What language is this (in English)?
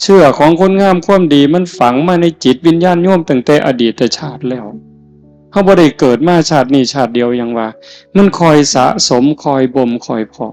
Northeastern Thai